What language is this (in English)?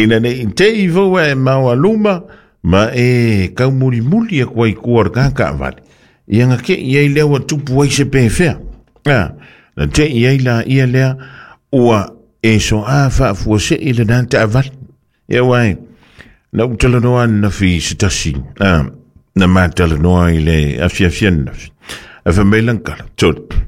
Samoan